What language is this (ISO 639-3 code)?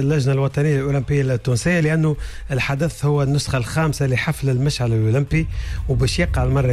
aeb